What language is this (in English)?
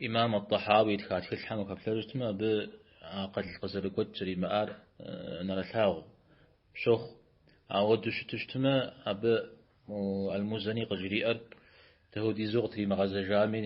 Kabardian